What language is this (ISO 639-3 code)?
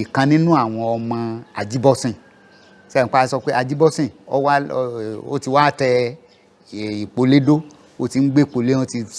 yor